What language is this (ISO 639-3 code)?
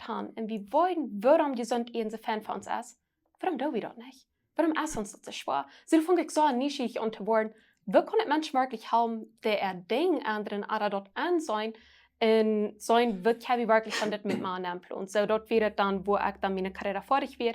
pdt